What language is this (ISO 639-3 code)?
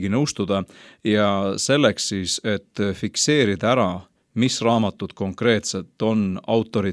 est